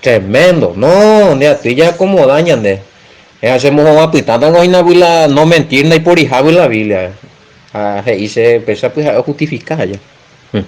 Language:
Guarani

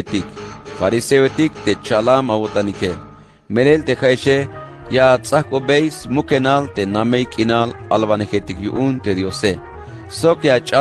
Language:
Tzeltal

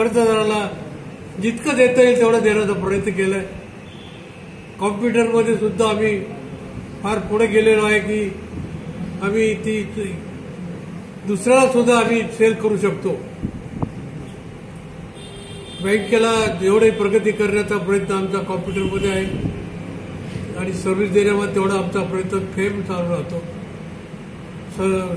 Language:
Marathi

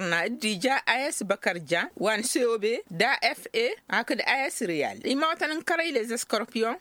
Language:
Tamasheq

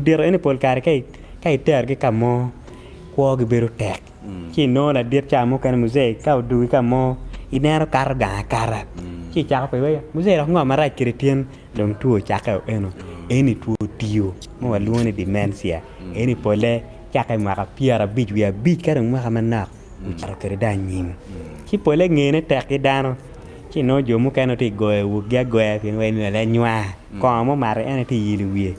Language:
Acoli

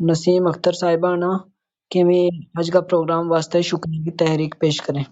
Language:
Gujari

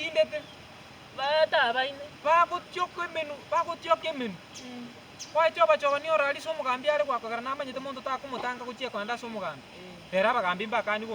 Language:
Gusii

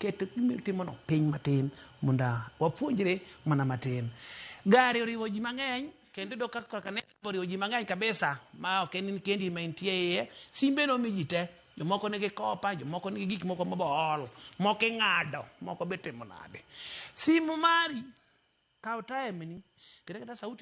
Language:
Luo (Kenya and Tanzania)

